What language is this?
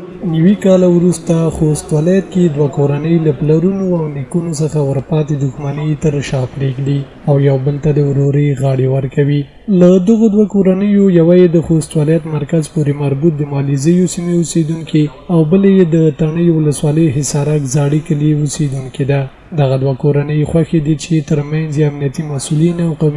Pashto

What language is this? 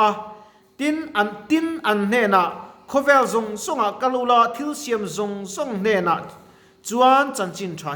Mizo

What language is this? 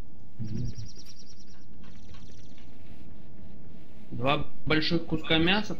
Russian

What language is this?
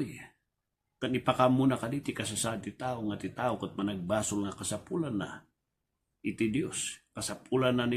Iloko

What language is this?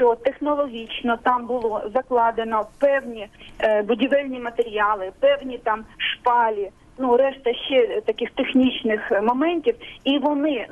Ukrainian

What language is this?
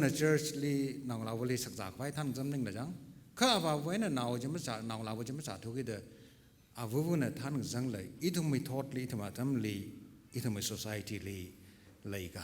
Tangkhul Naga (India)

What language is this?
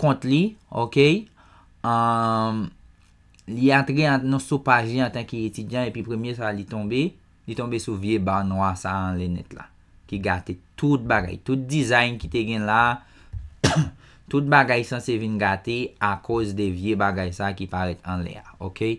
Haitian Creole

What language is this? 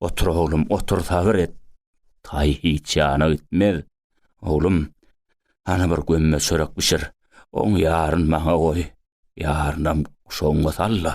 Turkmen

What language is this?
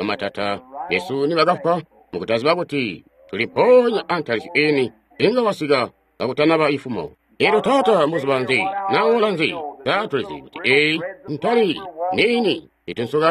Tonga (Zambia)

